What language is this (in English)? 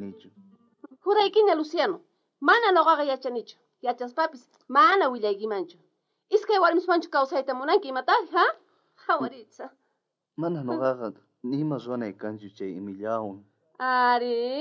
South Bolivian Quechua